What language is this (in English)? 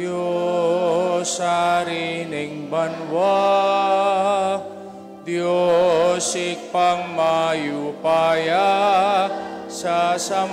Pampanga